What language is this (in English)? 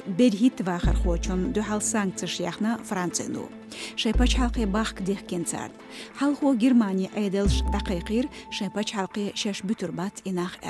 Chechen